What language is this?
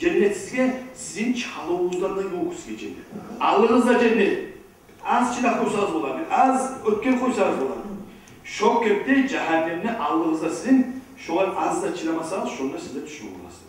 Kumyk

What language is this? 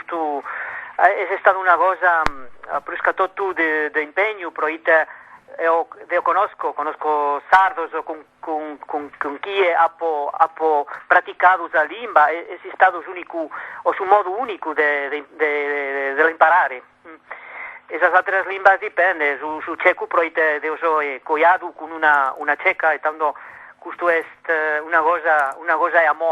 Sardinian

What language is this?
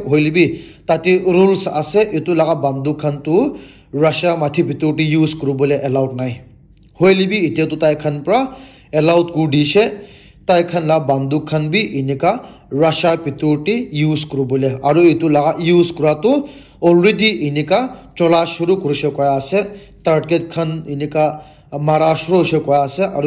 Naga Pidgin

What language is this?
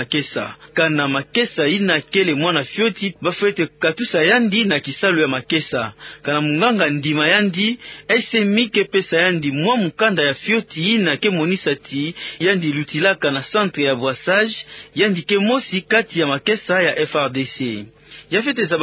Kituba (Democratic Republic of Congo)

